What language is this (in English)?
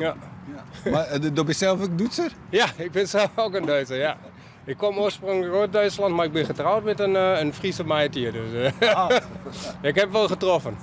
Western Frisian